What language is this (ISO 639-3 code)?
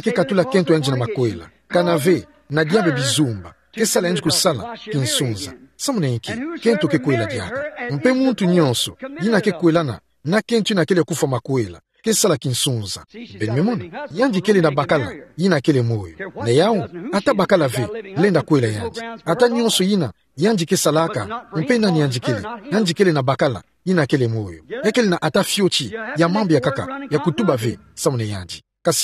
ktu